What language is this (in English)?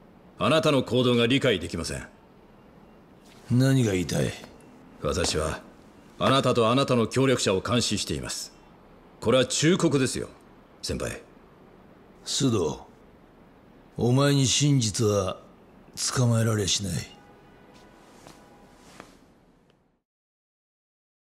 Japanese